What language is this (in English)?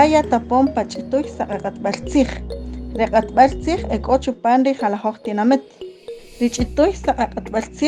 Kaqchikel